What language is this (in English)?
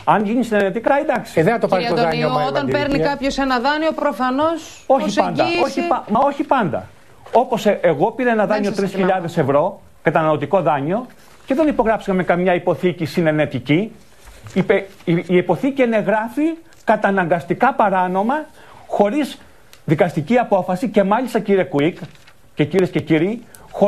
Greek